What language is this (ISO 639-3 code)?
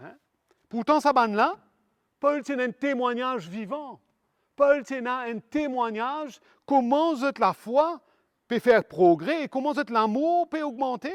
mfe